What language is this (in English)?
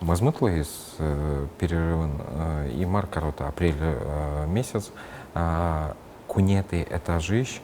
Udmurt